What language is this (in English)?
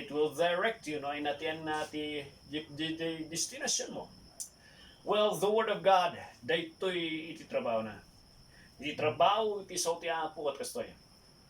Iloko